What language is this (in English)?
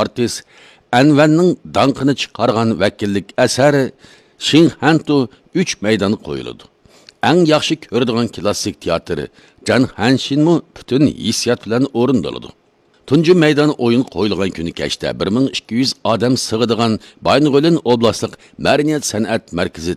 Uyghur